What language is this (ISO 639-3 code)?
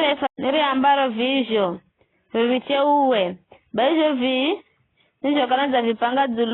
nyf